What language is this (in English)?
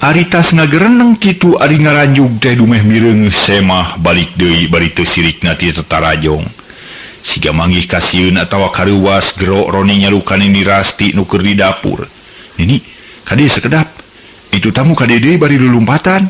Sundanese